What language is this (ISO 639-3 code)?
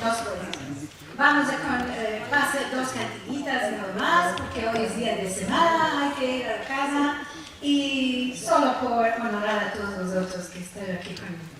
lad